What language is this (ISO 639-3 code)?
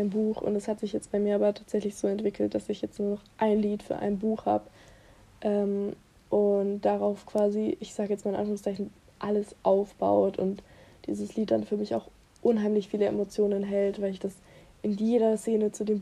deu